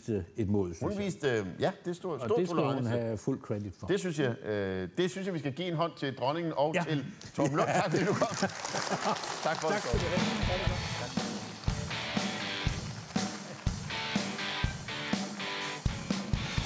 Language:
Danish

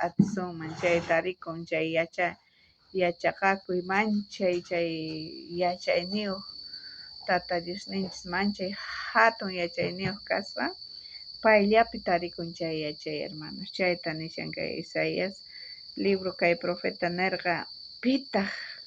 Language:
South Bolivian Quechua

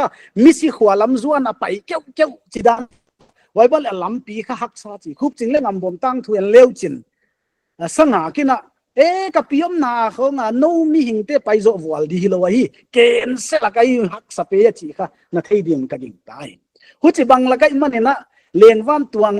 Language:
Paite Chin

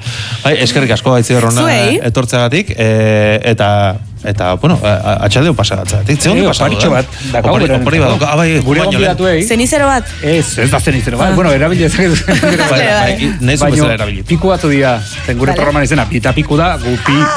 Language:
Basque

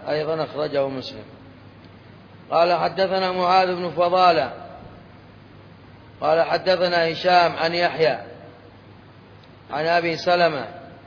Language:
Arabic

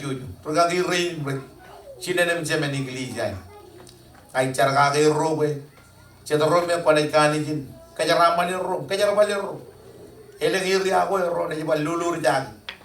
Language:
Marshallese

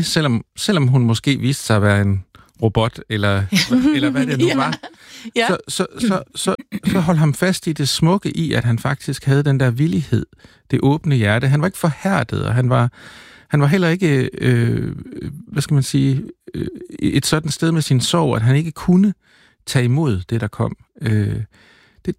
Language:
Danish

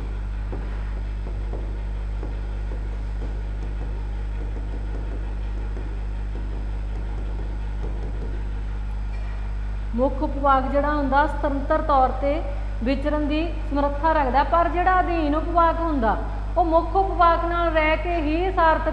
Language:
Punjabi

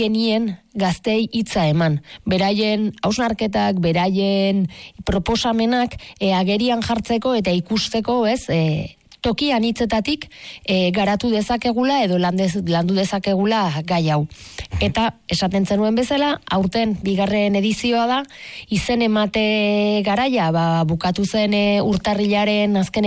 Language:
Basque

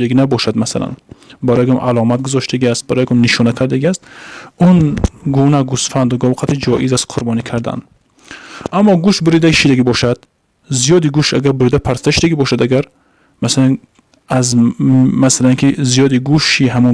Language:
Tajik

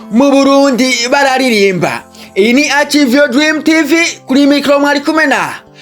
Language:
Rundi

